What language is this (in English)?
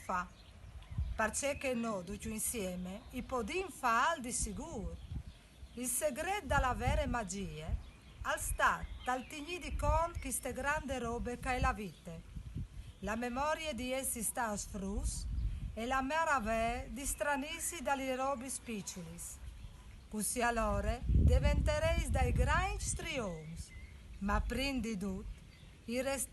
Friulian